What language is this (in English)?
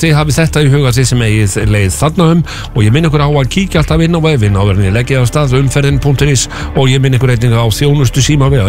Icelandic